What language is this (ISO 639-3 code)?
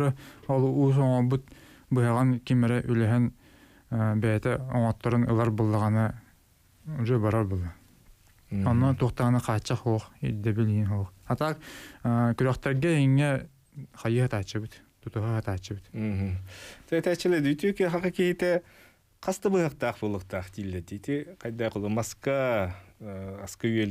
sah